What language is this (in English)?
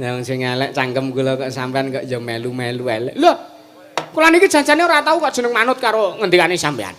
Javanese